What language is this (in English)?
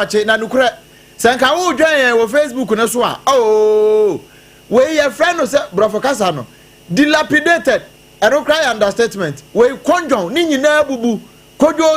Akan